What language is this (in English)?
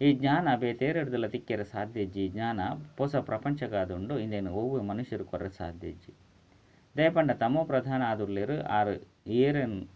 Tulu